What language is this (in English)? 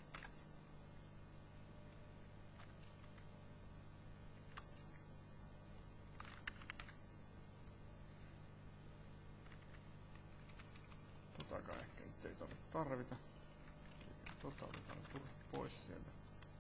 Finnish